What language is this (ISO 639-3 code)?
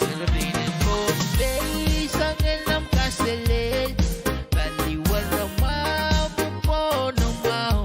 pon